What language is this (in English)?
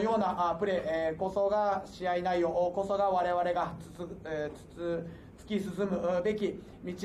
Japanese